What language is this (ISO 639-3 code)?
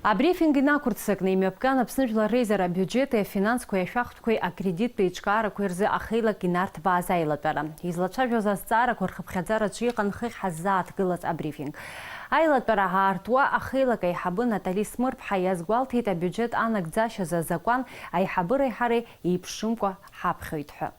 abk